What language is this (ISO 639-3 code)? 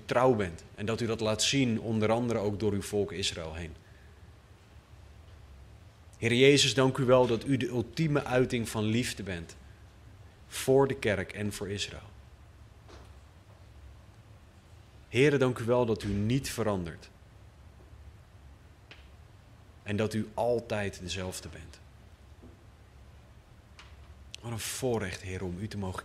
nld